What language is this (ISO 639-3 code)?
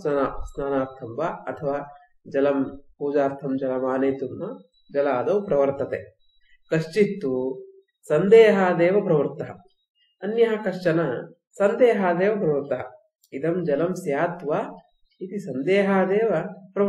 san